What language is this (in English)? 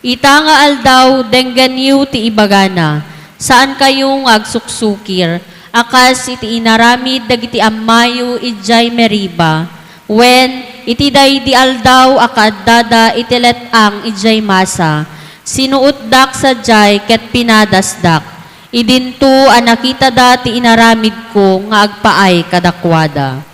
Iloko